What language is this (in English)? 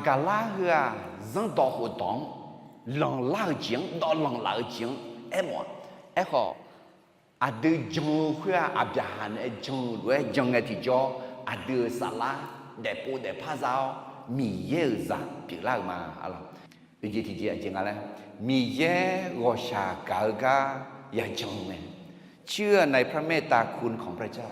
Akha